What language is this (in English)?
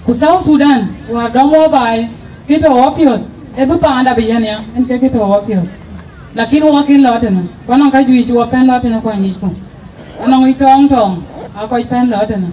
Dinka